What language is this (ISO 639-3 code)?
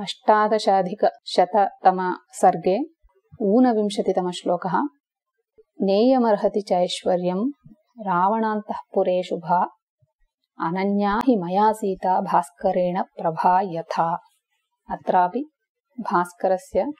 san